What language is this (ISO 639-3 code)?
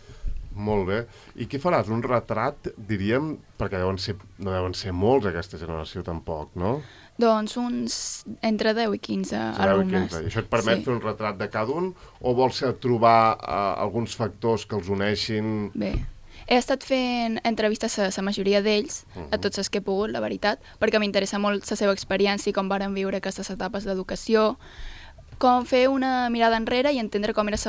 cat